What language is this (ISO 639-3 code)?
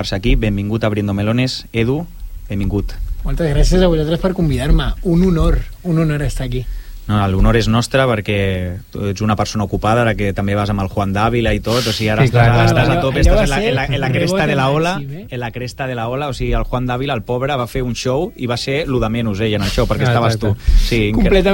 cat